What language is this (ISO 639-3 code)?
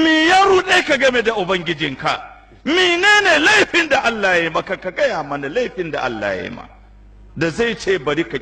hau